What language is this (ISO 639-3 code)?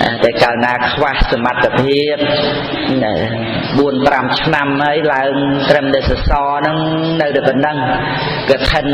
khm